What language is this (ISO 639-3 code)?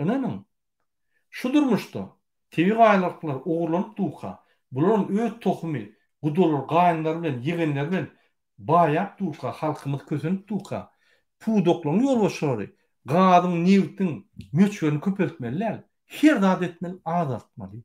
tuk